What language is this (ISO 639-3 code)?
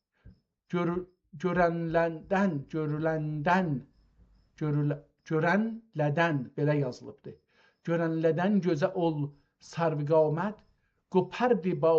azb